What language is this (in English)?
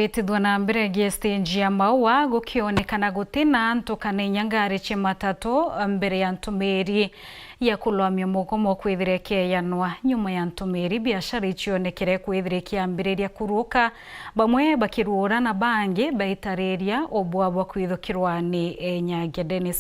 Meru